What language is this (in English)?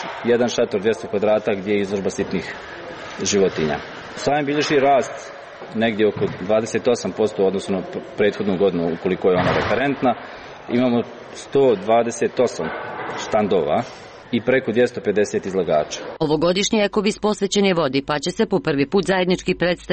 Croatian